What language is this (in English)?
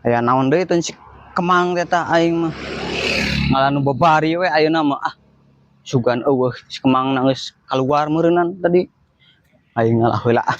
Sundanese